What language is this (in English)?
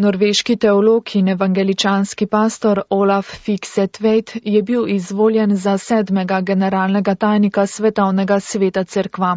Slovenian